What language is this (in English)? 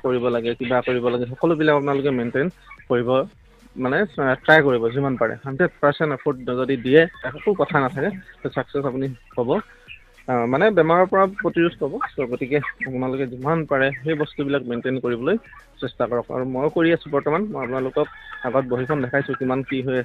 Assamese